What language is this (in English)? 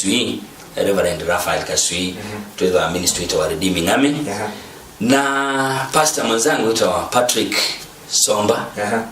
Kamba